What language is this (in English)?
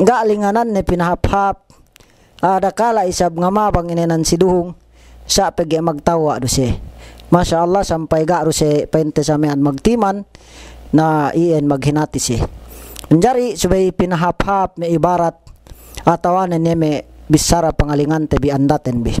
Yakan